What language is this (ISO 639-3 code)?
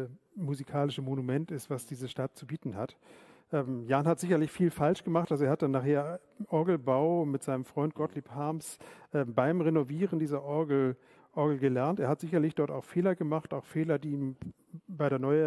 deu